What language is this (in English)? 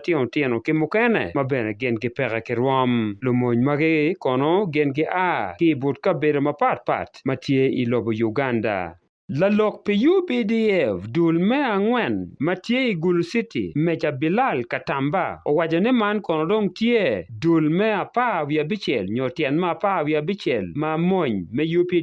Acoli